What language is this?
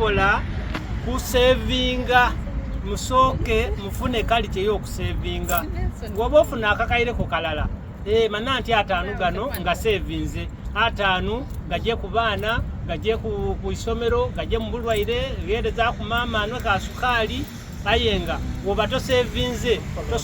Soga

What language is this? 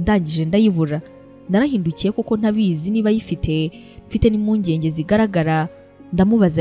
Kinyarwanda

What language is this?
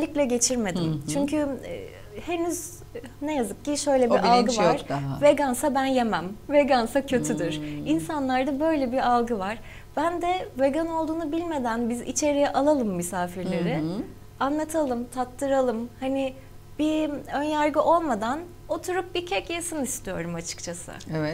Turkish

